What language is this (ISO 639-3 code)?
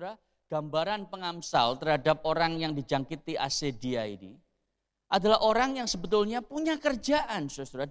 ind